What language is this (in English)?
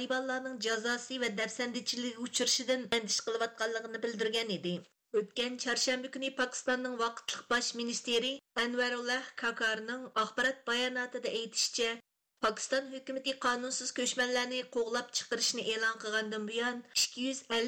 Uyghur